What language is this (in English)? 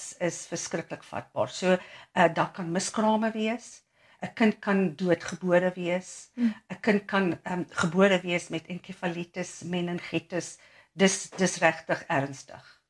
Afrikaans